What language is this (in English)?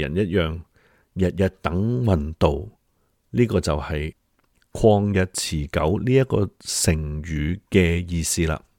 Cantonese